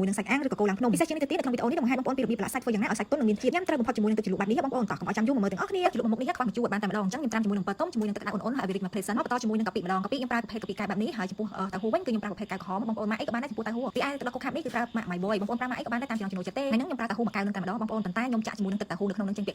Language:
Khmer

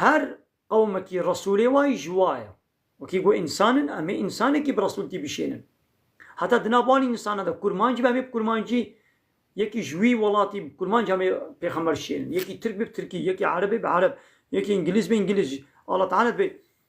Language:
Kurdish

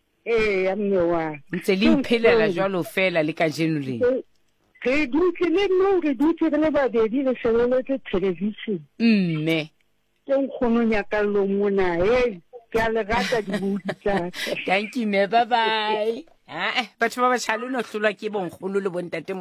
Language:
Southern Sotho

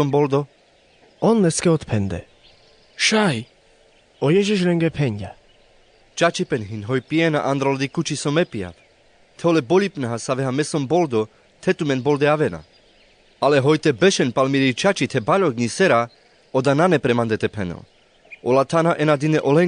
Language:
Carpathian Romani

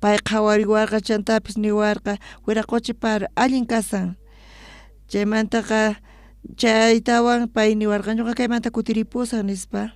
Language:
South Bolivian Quechua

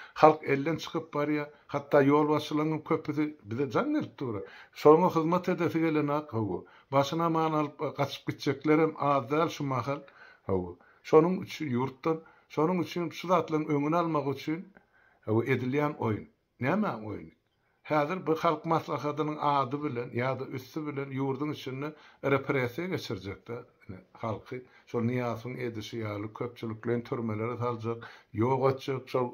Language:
Turkmen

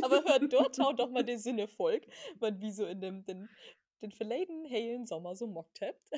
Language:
Low German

